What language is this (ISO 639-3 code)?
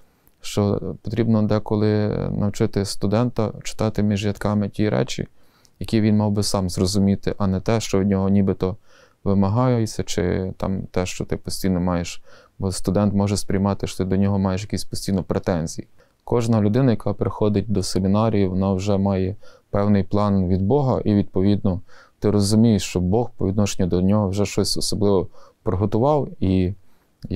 ukr